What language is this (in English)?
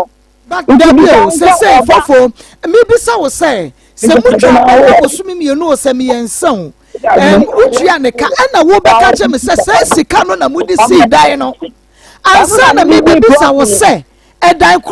Akan